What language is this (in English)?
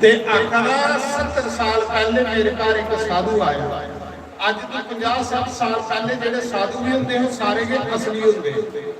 Dogri